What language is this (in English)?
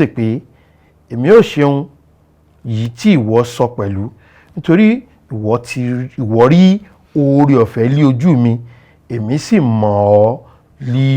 Yoruba